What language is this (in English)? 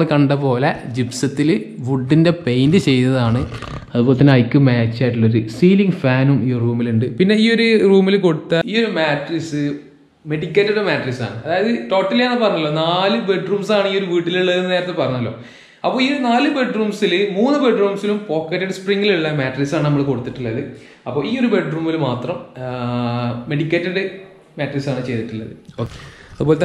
Malayalam